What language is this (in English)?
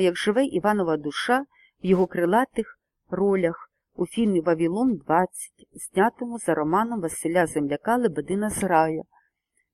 Ukrainian